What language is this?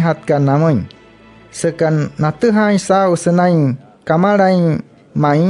Wayuu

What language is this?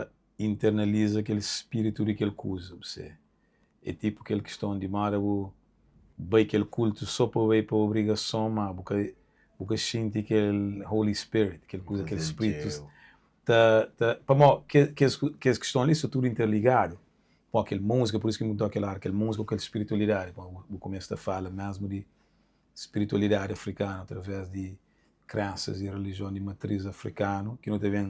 Kabuverdianu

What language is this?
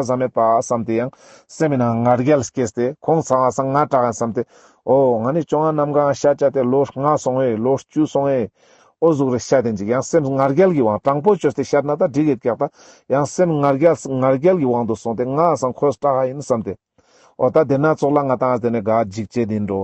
Ladakhi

